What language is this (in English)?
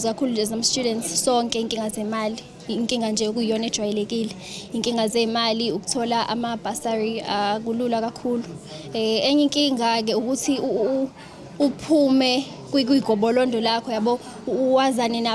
Zulu